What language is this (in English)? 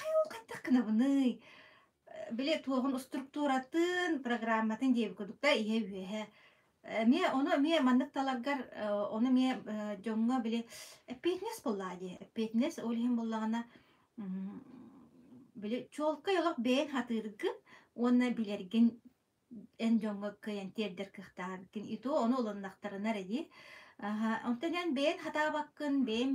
Yakut